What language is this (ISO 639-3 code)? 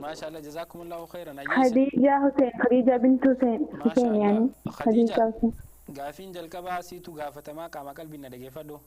orm